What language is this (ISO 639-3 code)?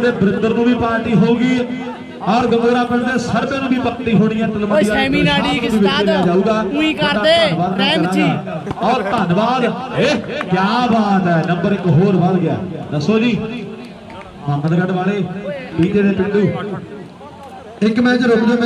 pan